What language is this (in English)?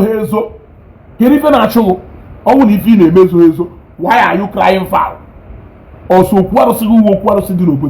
Igbo